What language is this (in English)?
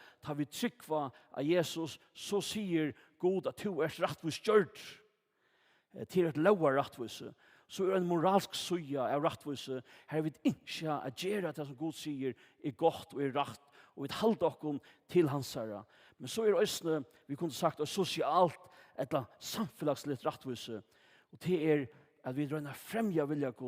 Faroese